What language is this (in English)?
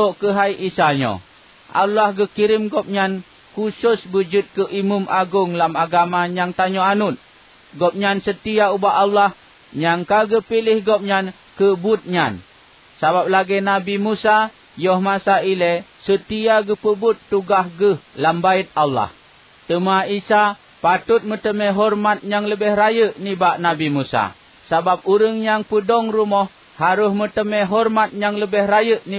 Achinese